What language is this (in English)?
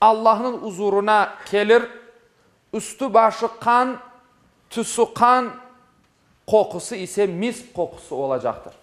Crimean Tatar